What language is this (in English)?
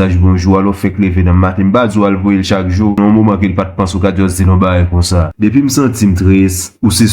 Haitian Creole